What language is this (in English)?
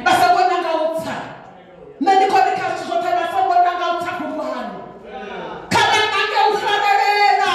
Venda